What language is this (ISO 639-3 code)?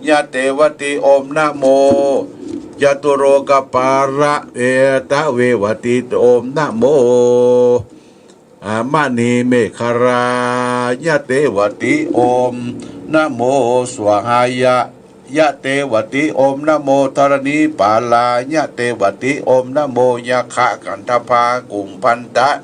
pli